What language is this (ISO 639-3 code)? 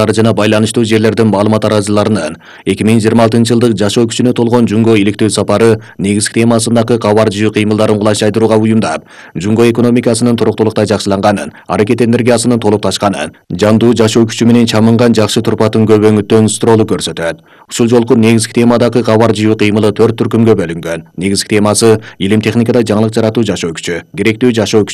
kir